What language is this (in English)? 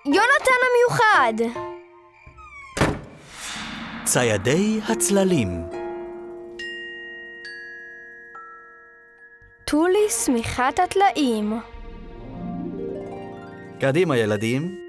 Hebrew